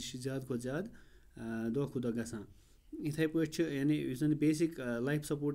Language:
Kashmiri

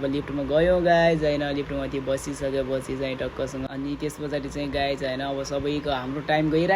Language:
Nepali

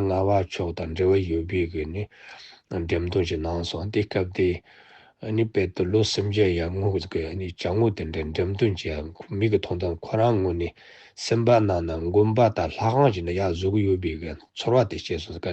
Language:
Tibetan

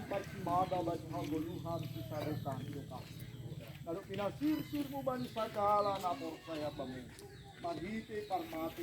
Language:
Batak Simalungun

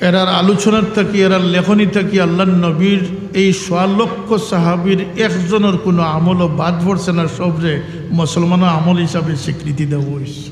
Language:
Sylheti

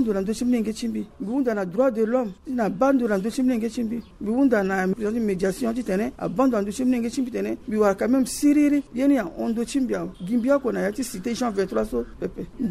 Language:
Sango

